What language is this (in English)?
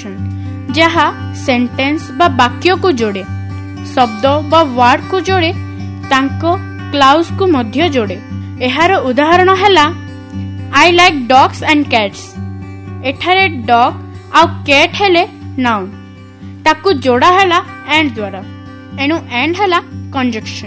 Odia